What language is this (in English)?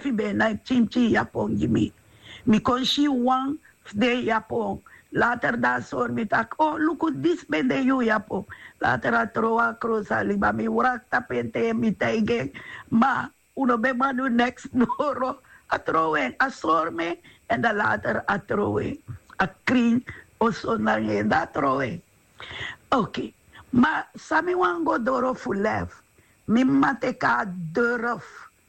Sranan Tongo